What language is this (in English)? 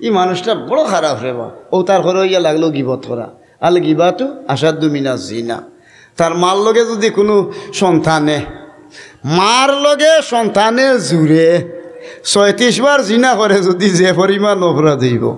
Sylheti